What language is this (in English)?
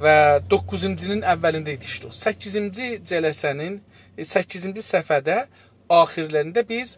South Azerbaijani